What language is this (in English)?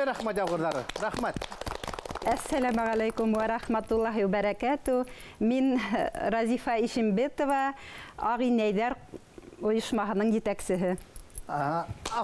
Bashkir